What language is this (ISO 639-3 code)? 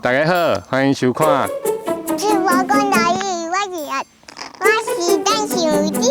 nan